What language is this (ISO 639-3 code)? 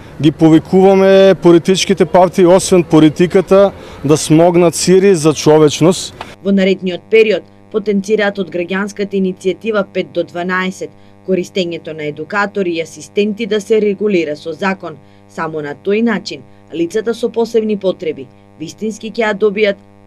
mkd